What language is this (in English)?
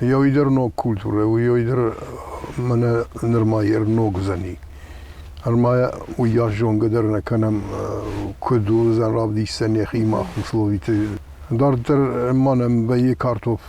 Ossetic